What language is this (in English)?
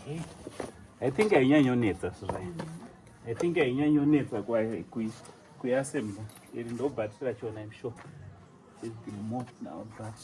Shona